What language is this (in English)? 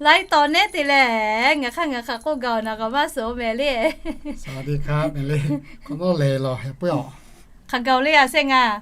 Lahu